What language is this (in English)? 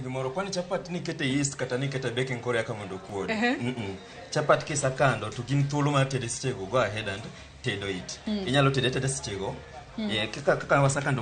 Luo (Kenya and Tanzania)